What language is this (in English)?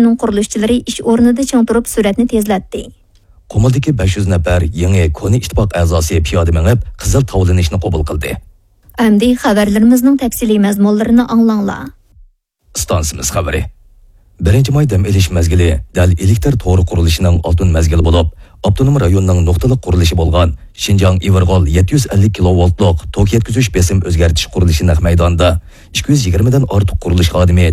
Uyghur